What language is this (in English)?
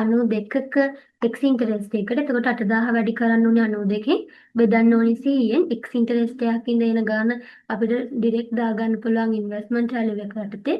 Sinhala